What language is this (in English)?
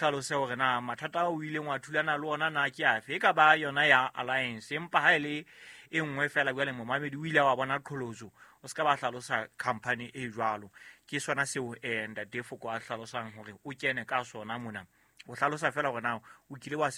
Southern Sotho